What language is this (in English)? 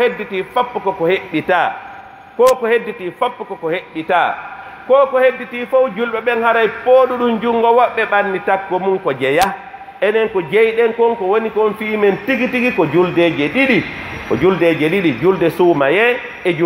Pular